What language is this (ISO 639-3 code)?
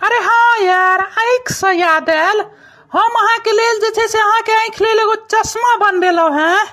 mai